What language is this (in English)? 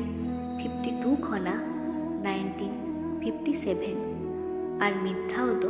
Santali